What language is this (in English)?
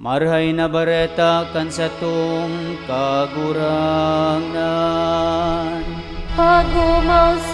Bikol